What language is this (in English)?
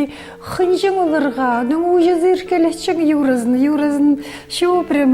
Khakas